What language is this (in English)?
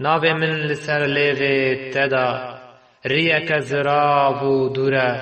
Kurdish